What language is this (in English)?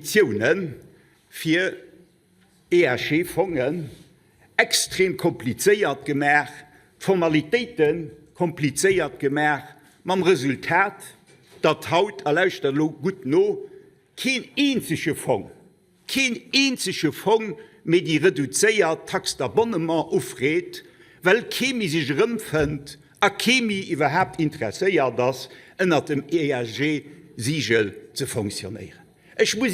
Luxembourgish